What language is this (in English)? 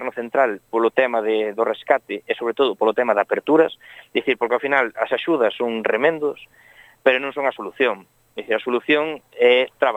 Galician